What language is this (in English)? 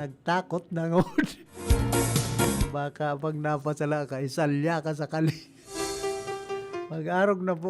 Bikol